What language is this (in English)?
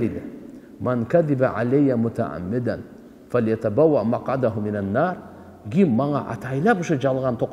Kyrgyz